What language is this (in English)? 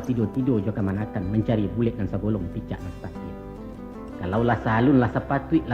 Minangkabau